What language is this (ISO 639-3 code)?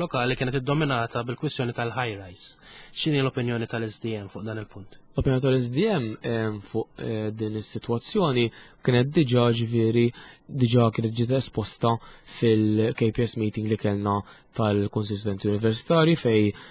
mlt